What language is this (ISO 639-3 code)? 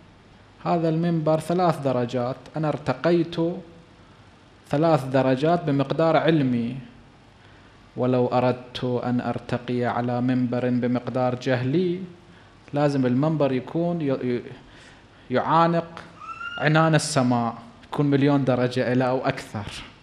ara